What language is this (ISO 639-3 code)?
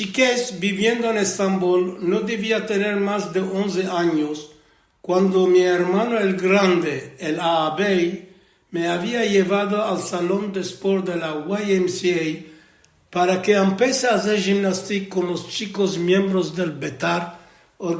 lad